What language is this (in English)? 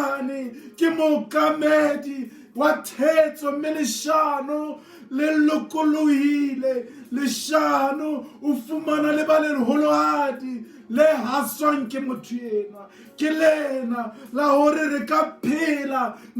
Southern Sotho